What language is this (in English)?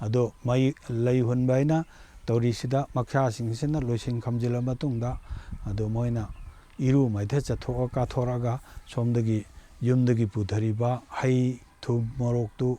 Manipuri